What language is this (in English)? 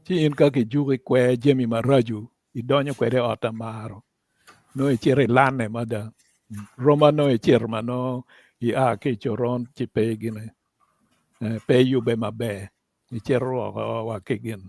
Acoli